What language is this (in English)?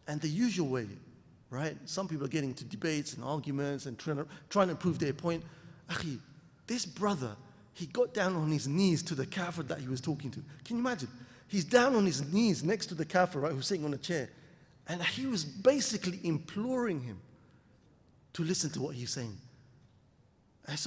English